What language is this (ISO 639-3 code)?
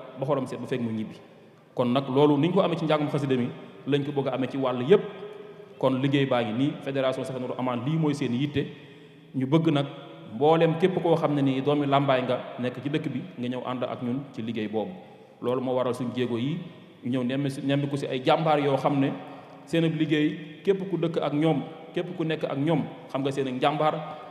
wol